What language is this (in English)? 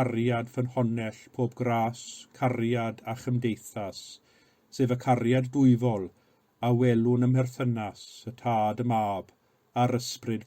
Welsh